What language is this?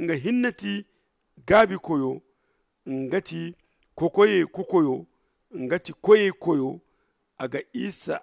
Zarma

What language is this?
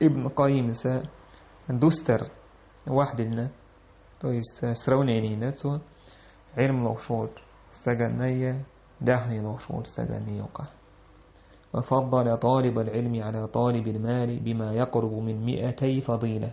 Chechen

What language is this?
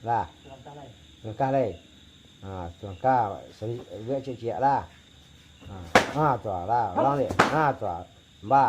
Minangkabau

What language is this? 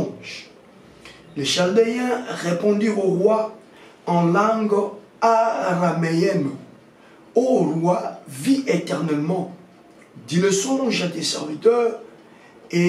French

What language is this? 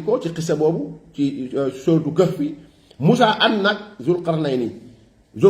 Wolof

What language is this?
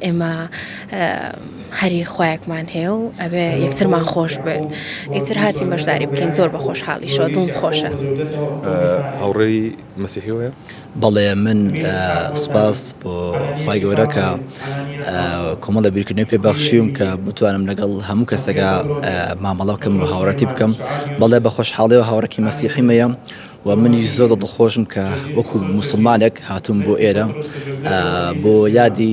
Central Kurdish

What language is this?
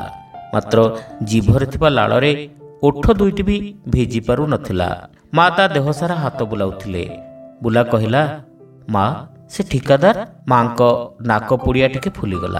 Odia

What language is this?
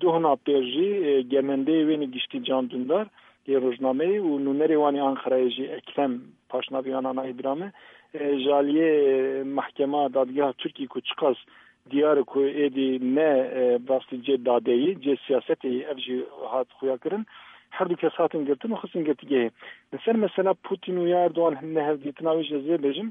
Kurdish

